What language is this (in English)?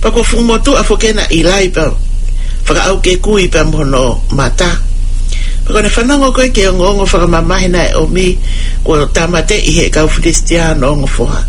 Tongan